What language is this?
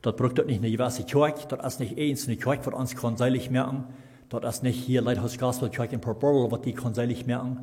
Plautdietsch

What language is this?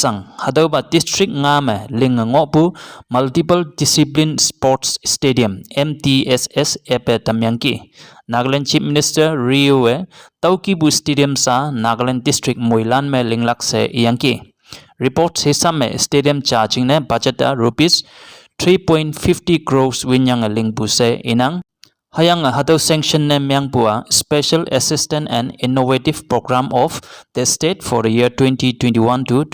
Konyak Naga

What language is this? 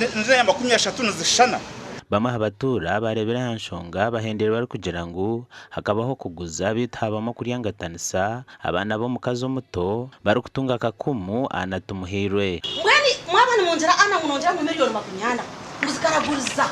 Nyankole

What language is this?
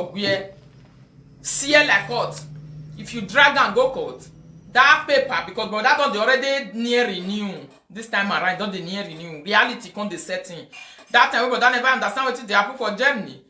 Nigerian Pidgin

